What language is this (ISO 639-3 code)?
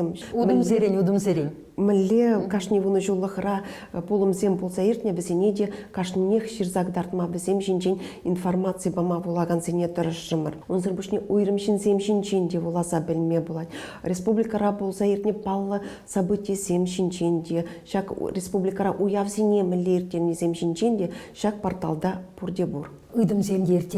chv